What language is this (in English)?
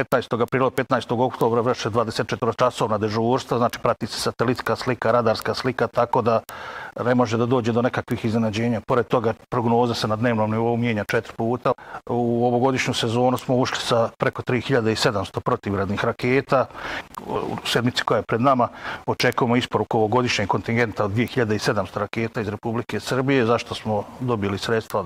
Bosnian